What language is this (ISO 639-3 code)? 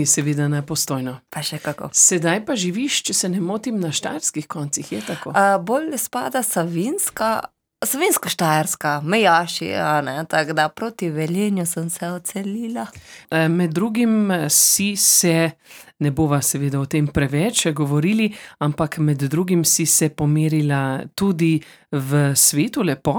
slv